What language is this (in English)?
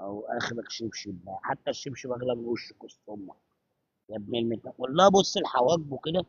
Egyptian Arabic